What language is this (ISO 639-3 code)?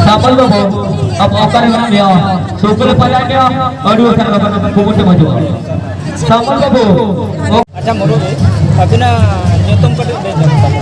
sat